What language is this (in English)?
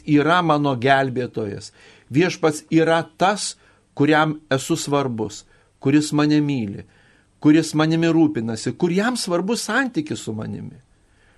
Lithuanian